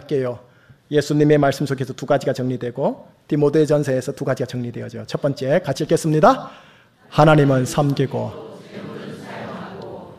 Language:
Korean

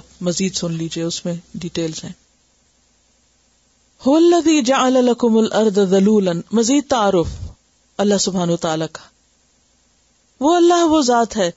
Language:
Urdu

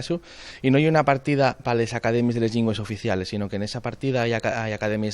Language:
Asturian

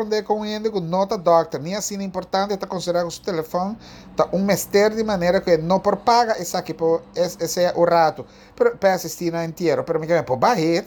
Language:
Papiamento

